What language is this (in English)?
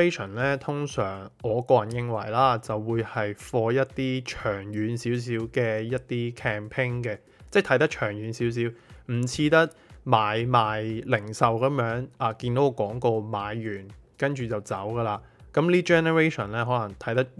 Cantonese